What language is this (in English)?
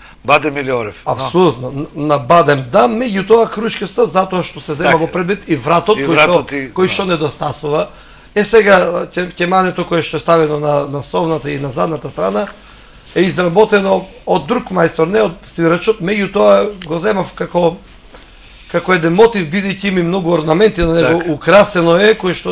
Macedonian